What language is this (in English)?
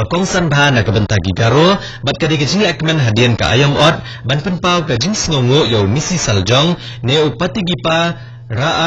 Khasi